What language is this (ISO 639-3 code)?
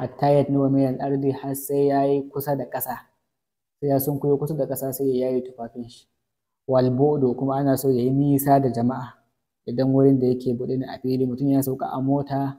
hau